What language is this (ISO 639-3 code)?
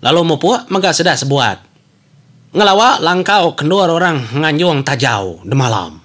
iba